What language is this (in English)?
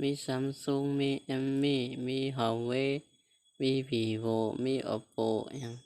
Shan